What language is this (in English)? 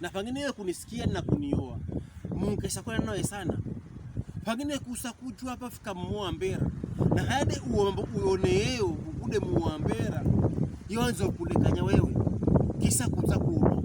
Pokomo